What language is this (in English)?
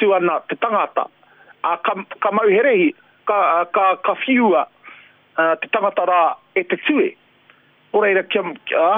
Māori